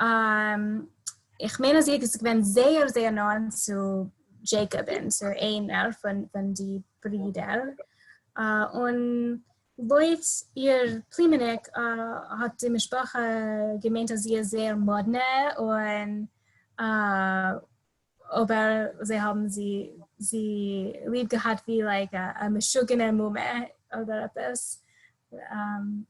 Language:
Yiddish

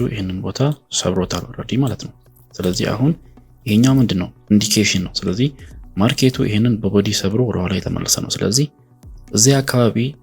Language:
Amharic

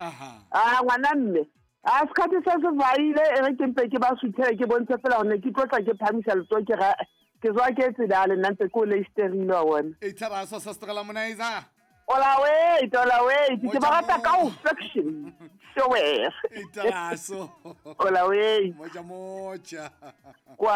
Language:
Southern Sotho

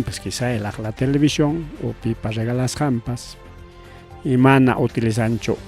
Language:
Ayacucho Quechua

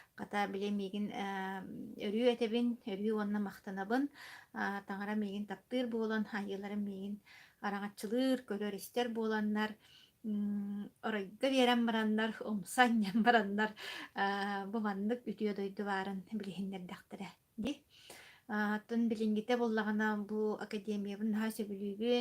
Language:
Yakut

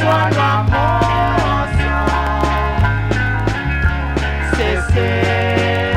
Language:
Seselwa Creole French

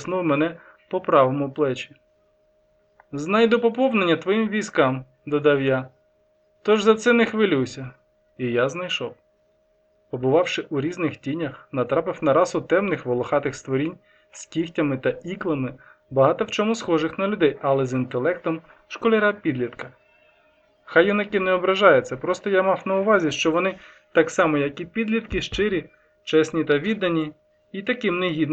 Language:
Ukrainian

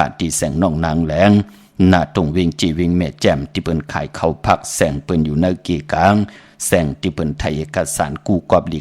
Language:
Shan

